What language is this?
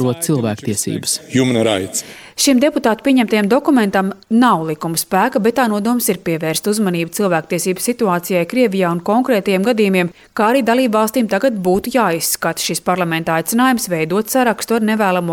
Latvian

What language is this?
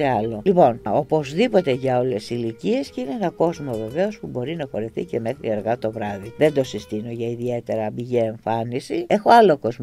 Greek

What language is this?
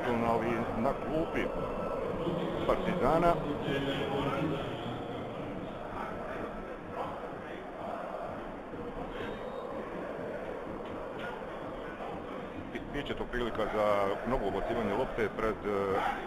Serbian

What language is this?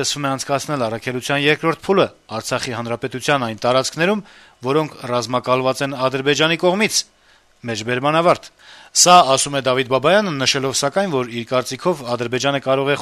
Armenian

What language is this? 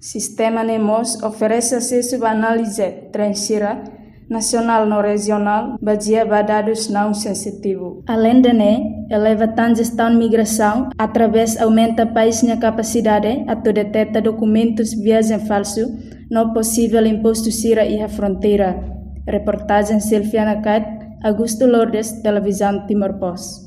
Tetum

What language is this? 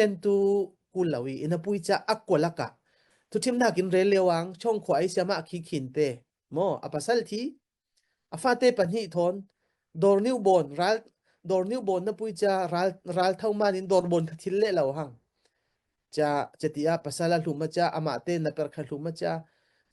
Falam Chin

